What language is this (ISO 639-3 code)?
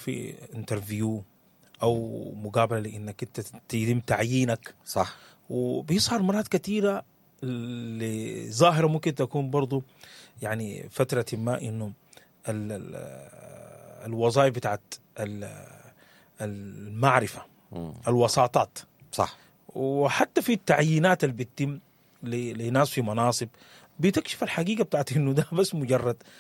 apd